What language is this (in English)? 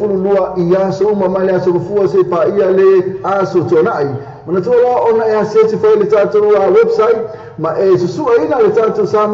Samoan